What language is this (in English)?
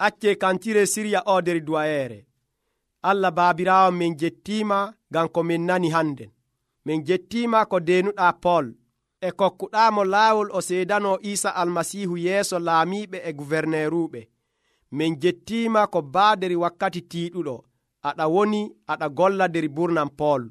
Nigerian Fulfulde